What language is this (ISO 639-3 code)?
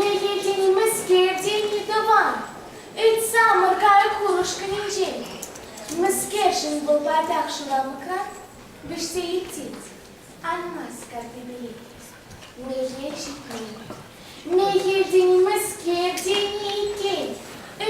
chv